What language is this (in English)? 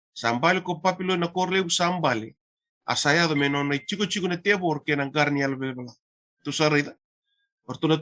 Fijian